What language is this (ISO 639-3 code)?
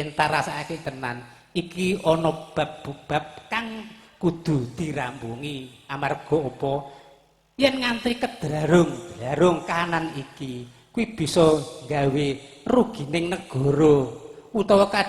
jav